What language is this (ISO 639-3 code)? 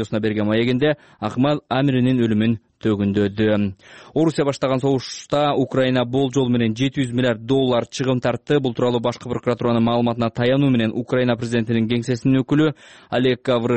kir